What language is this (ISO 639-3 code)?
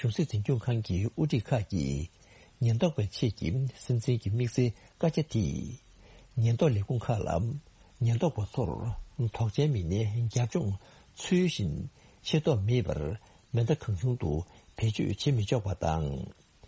bod